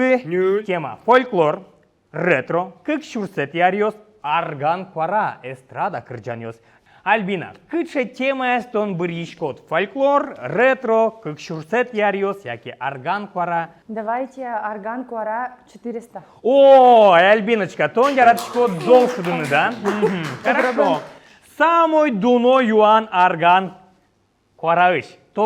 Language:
Udmurt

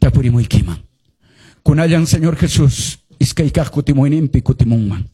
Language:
Quechua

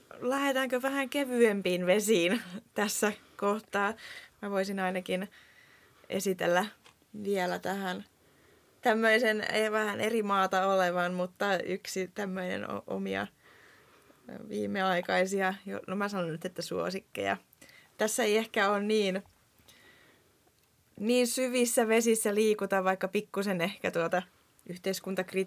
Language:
Finnish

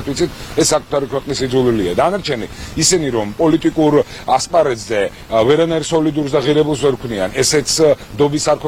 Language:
Georgian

